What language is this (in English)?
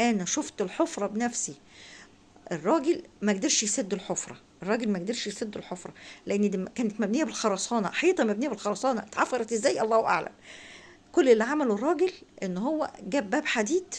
Egyptian Arabic